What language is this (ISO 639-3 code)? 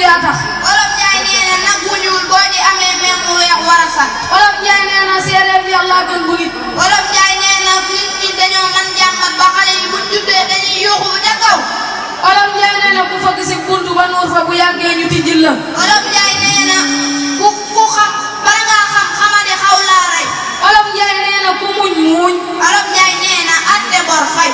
wol